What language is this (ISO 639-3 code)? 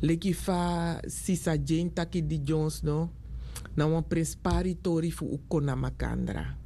srn